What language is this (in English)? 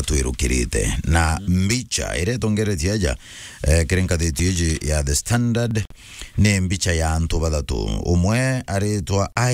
Meru